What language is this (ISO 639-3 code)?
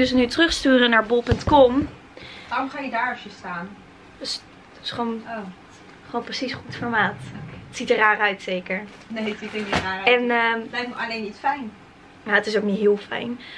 nld